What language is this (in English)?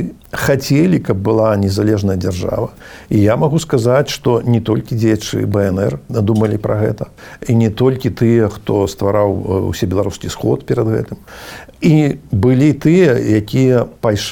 Belarusian